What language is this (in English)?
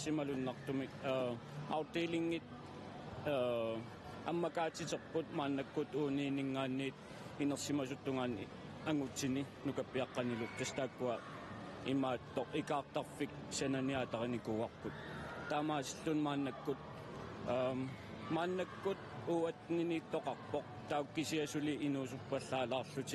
Kalaallisut